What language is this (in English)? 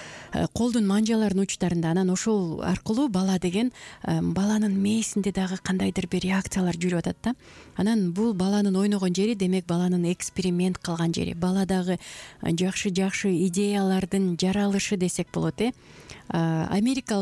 Kyrgyz